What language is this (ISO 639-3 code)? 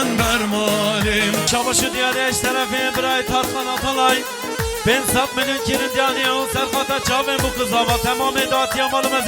kur